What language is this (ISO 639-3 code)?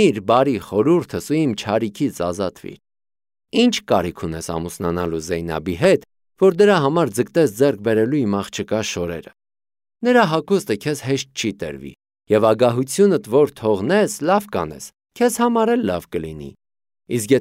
hye